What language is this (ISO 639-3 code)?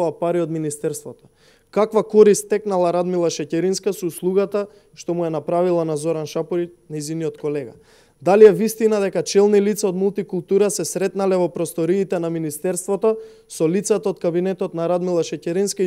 mkd